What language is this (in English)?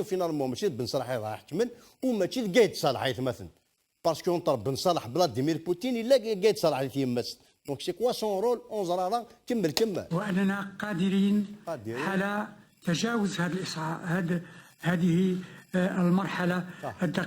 Kabyle